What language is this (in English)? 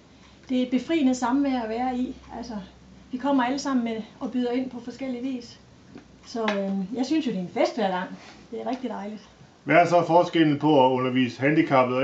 Danish